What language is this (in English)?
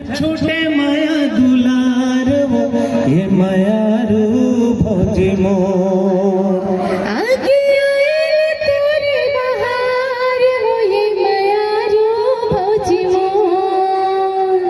Chhattisgarhi